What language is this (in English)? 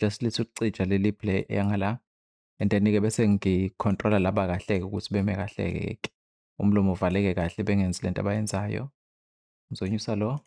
Zulu